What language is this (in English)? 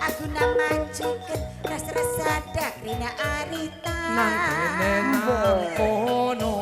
Batak Karo